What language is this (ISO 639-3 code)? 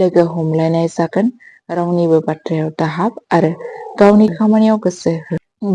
brx